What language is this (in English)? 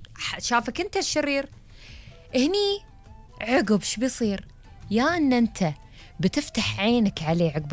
Gulf Arabic